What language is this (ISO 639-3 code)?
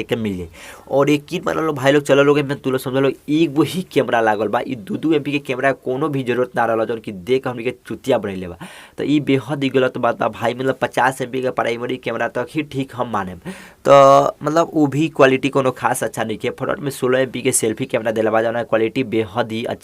bho